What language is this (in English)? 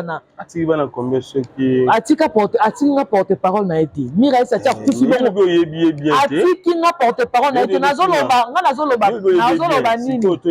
Lingala